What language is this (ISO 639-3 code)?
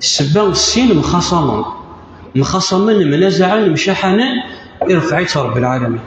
kab